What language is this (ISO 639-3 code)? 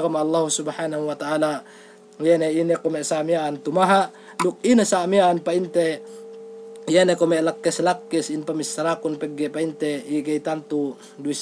yka